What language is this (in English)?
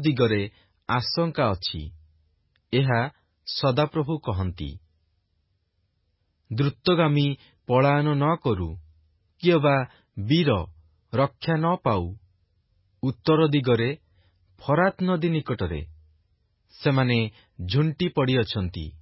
Odia